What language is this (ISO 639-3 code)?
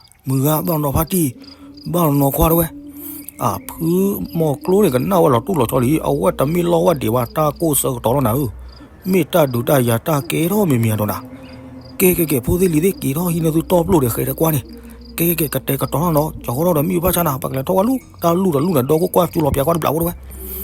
ksw